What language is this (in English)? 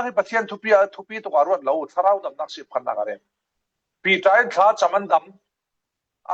Falam Chin